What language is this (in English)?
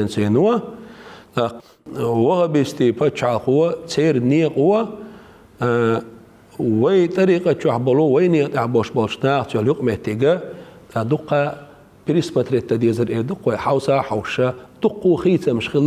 Chechen